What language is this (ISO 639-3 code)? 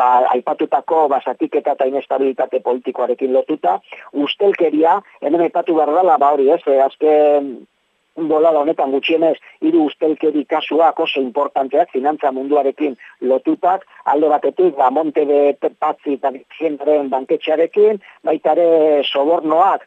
eus